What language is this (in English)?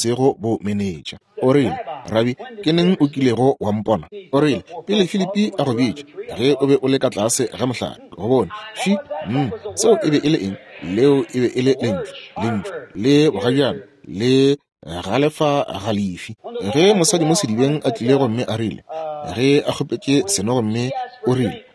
Northern Sotho